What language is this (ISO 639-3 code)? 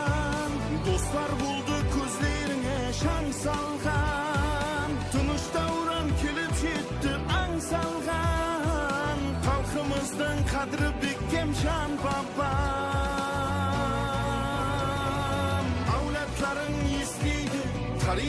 kaa